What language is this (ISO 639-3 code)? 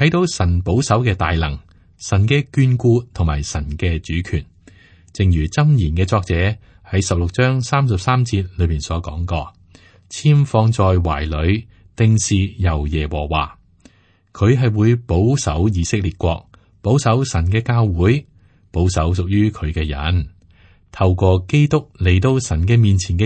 yue